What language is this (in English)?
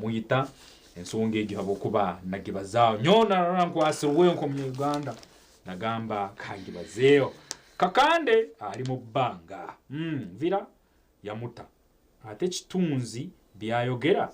Nyankole